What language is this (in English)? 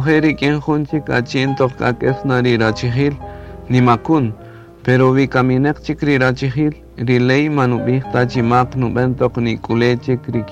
Kaqchikel